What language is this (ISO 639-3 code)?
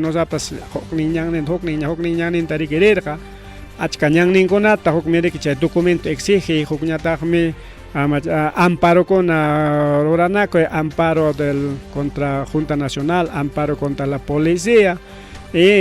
quy